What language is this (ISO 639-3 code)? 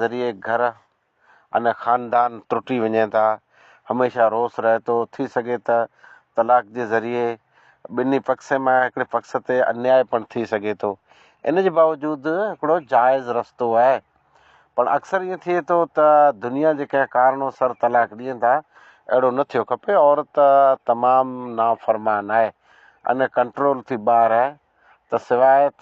snd